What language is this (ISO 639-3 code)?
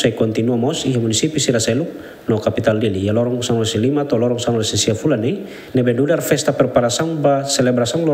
tet